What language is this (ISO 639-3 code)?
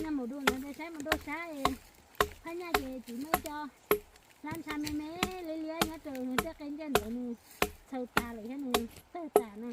hmn